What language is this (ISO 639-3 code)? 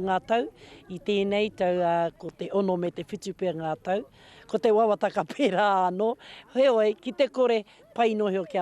mri